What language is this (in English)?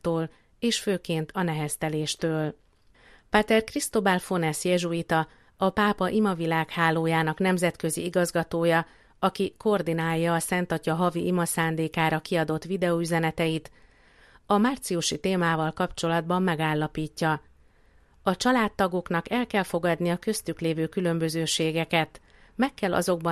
Hungarian